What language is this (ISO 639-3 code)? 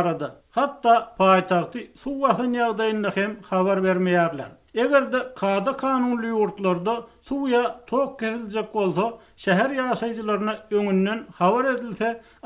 tuk